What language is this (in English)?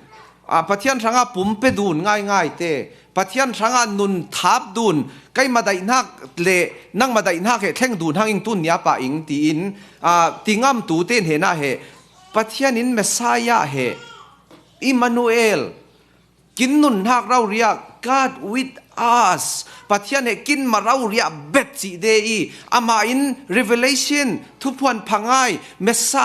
Falam Chin